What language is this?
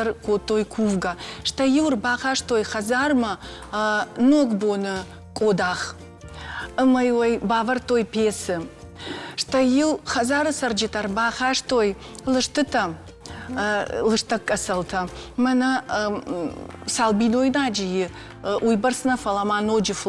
Ossetic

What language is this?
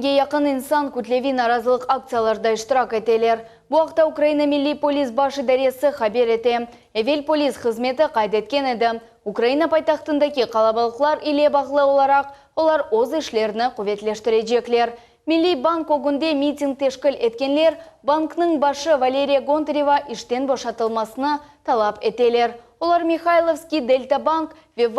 Crimean Tatar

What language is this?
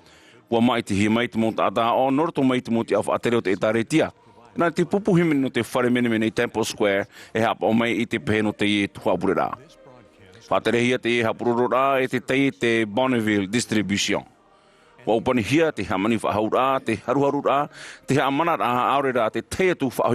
Tahitian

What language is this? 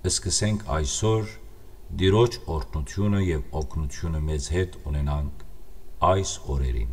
Western Armenian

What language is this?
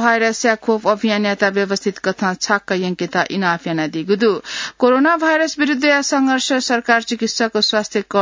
Newari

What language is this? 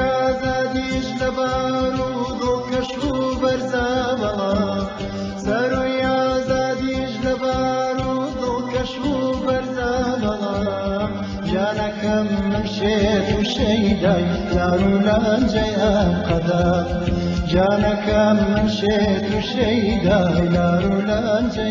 Kurdish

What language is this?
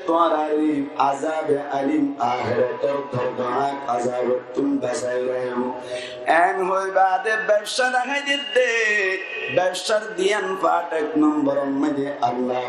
Rohingya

